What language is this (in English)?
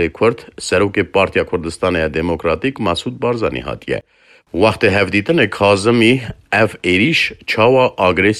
Kurdish